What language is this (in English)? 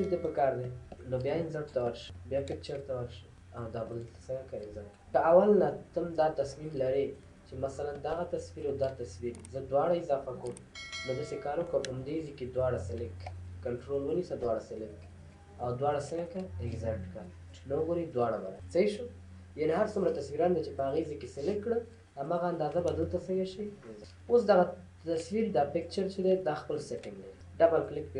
Pashto